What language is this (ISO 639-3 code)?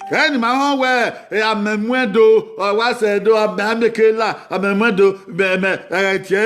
bin